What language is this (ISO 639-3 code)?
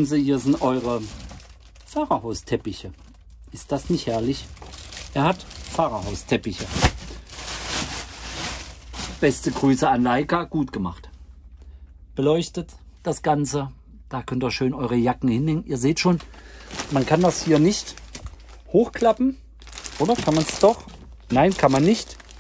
deu